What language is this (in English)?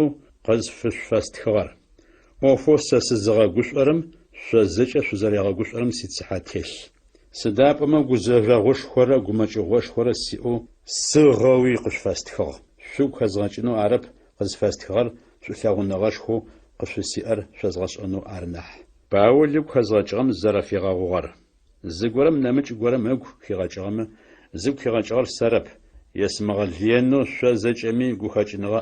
Adyghe